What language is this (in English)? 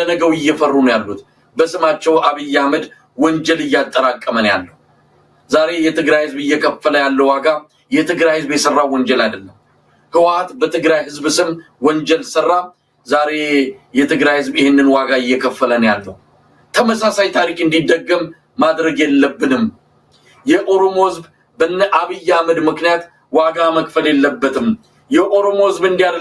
Amharic